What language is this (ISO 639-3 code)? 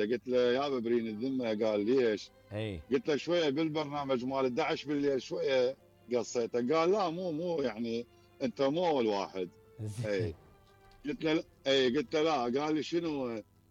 acm